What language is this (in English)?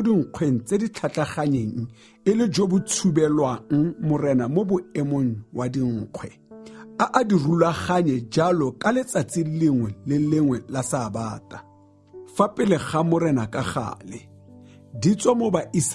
Tswana